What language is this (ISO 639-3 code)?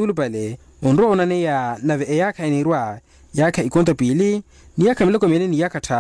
vmw